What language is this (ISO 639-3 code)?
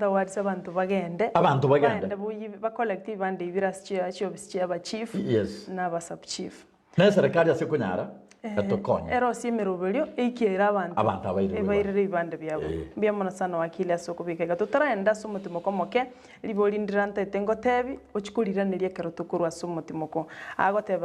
guz